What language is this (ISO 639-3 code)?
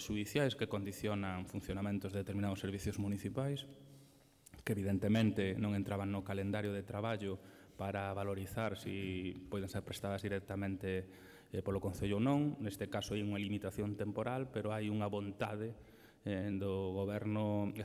glg